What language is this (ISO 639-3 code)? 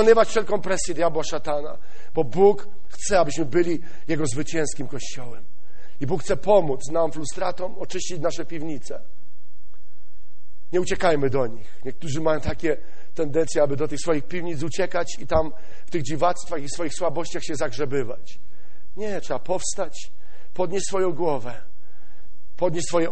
pol